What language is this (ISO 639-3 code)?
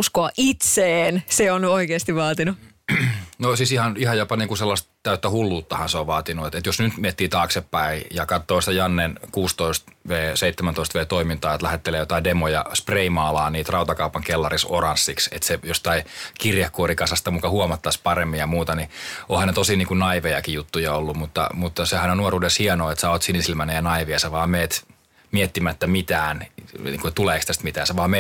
fin